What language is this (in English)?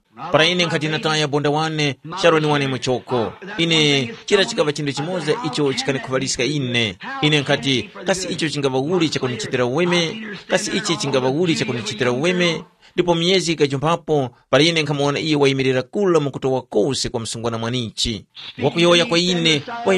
Tumbuka